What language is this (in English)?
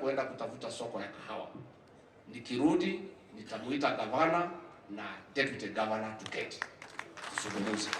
Meru